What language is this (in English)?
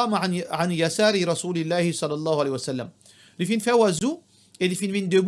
Morisyen